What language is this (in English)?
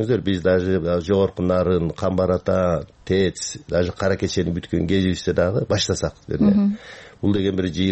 Kyrgyz